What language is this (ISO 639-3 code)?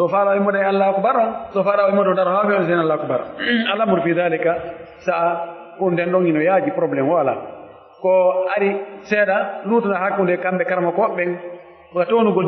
fuf